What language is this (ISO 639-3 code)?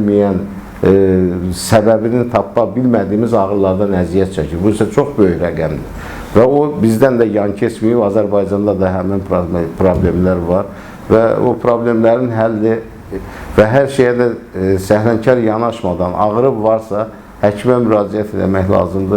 aze